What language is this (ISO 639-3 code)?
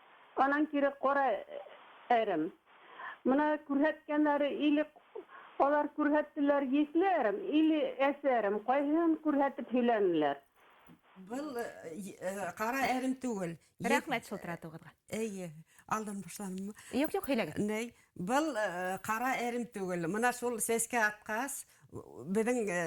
bak